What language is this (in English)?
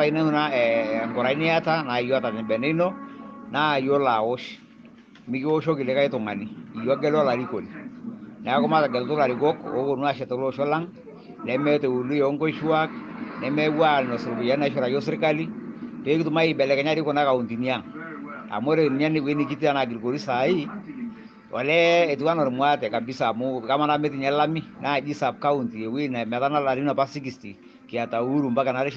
Masai